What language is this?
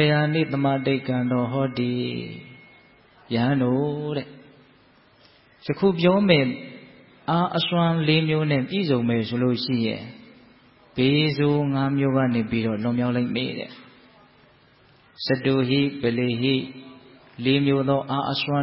Burmese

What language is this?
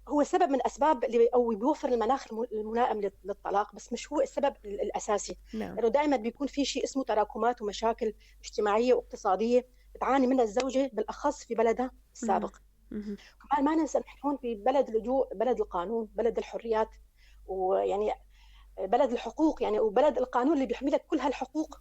North Levantine Arabic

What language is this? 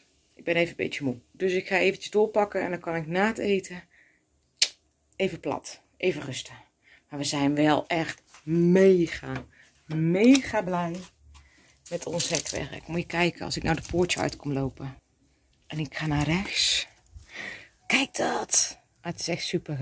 Dutch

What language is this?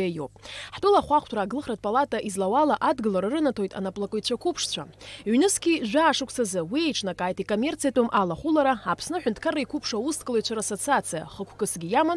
Abkhazian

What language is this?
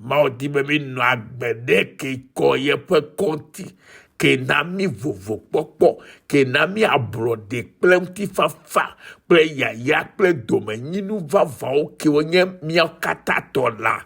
Ewe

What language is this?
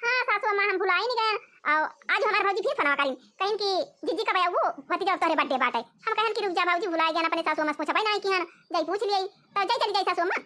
Awadhi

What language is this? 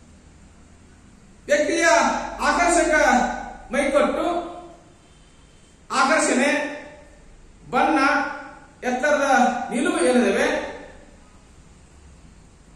Kannada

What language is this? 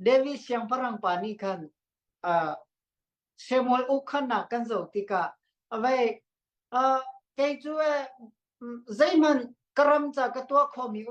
Hakha Chin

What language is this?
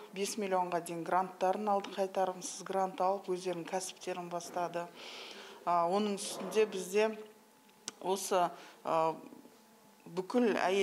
Kazakh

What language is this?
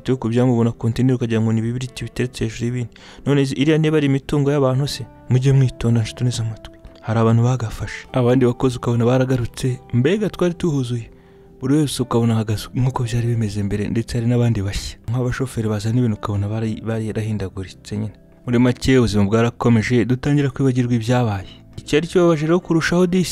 Kinyarwanda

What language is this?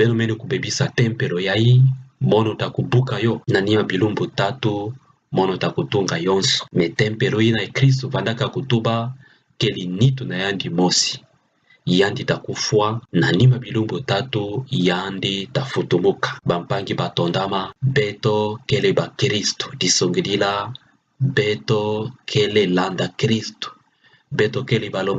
Kituba (Democratic Republic of Congo)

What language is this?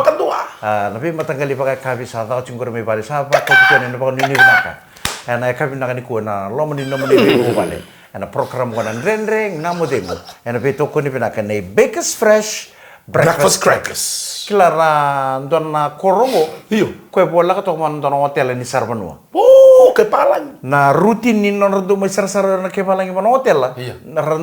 Fijian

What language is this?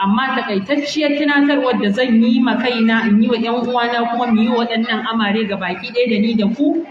Hausa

